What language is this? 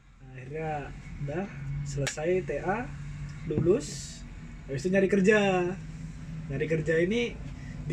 Indonesian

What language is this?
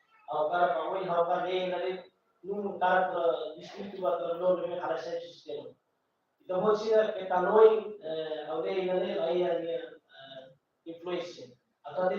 Tetum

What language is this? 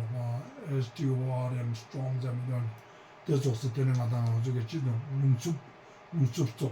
Ladakhi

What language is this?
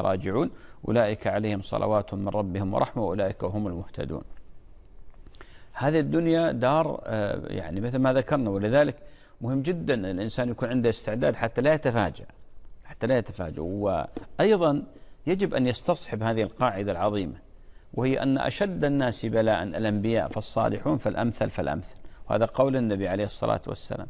Arabic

